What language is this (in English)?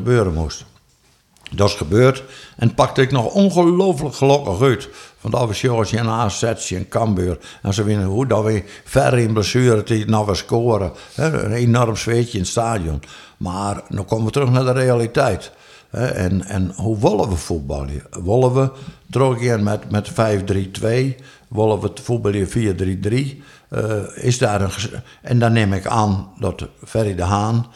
Western Frisian